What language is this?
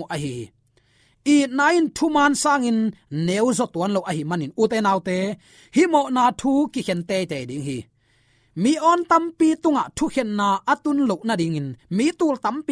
Tedim Chin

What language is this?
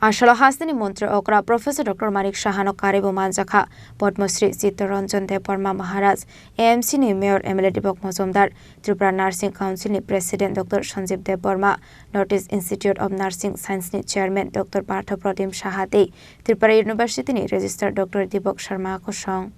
Kok Borok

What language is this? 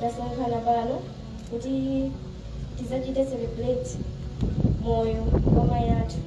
Nyanja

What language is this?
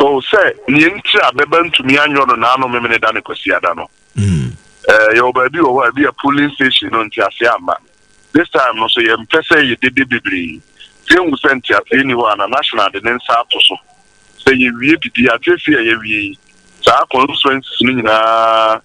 Akan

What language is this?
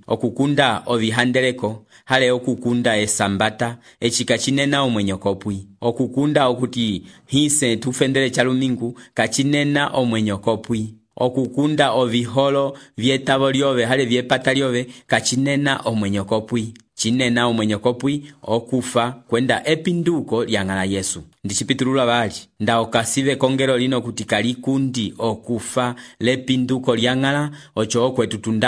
Umbundu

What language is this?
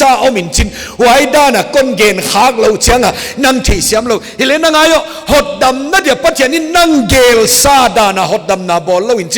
Paite Chin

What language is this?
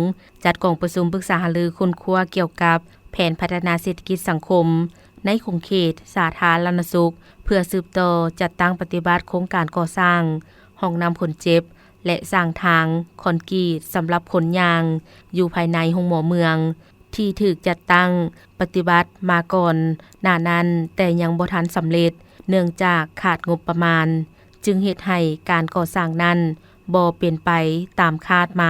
Lao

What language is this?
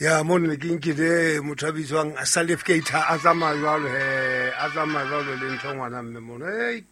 Southern Sotho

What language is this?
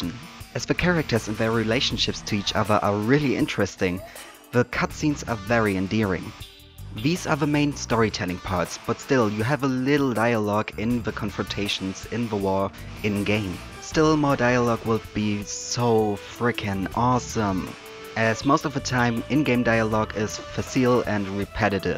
English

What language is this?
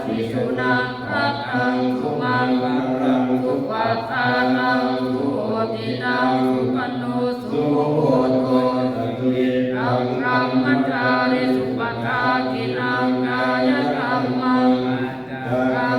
Pali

